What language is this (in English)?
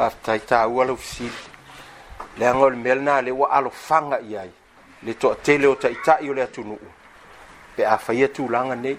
Samoan